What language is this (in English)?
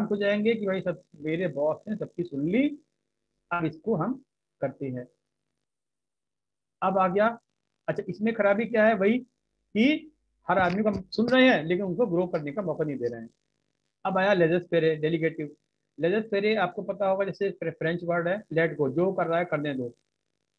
Hindi